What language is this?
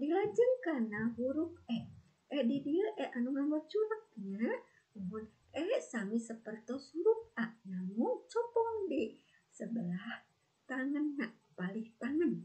Sundanese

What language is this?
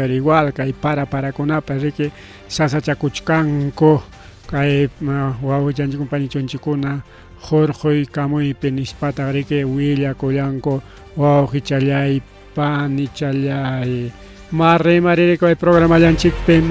Ayacucho Quechua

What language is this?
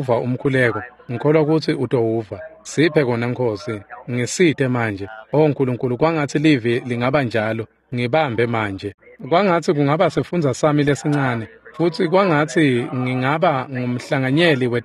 Swati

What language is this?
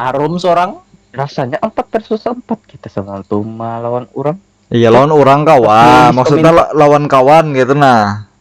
Banjar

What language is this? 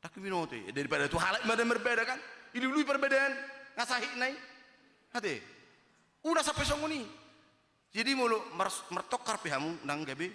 Batak Toba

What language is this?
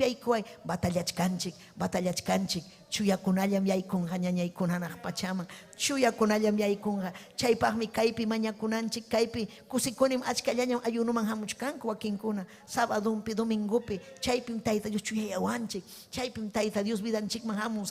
Ayacucho Quechua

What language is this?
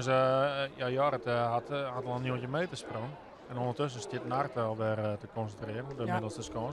Western Frisian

